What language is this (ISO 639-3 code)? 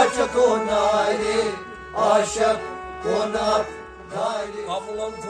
kas